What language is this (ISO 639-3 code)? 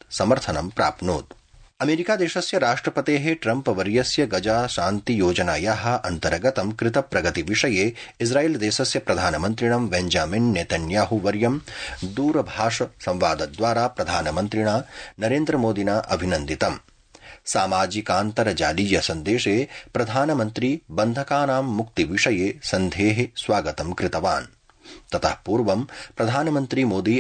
san